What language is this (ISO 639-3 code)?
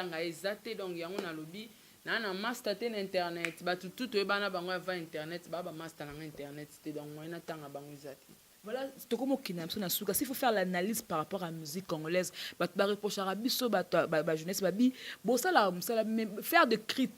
lin